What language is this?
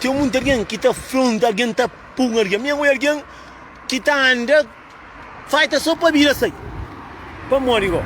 Kabuverdianu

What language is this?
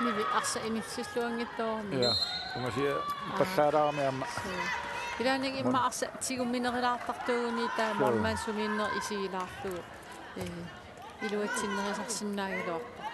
Kalaallisut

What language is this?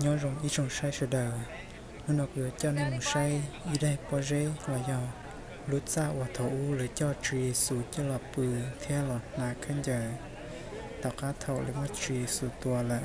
Hmong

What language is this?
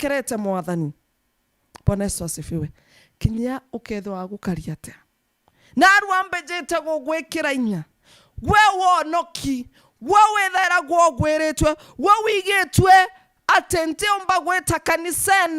Meru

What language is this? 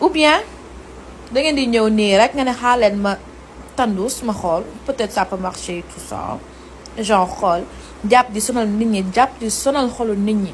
Wolof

